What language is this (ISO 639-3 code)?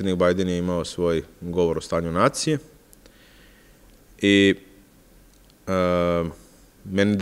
srp